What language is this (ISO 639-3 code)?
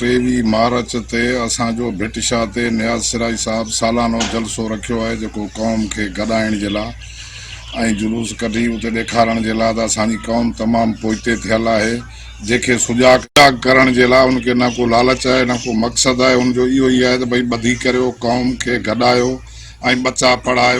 snd